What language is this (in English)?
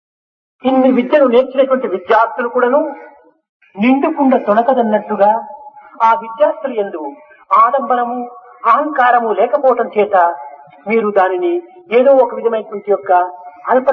Telugu